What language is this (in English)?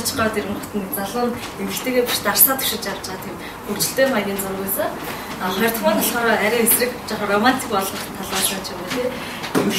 Mongolian